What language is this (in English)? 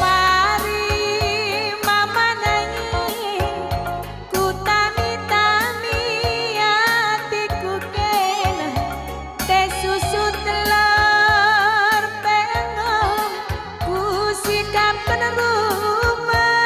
Batak Karo